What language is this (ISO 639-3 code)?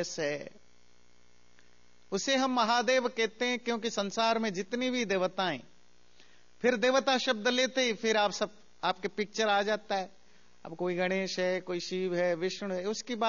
hin